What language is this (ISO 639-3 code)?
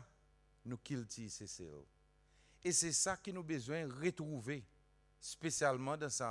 crs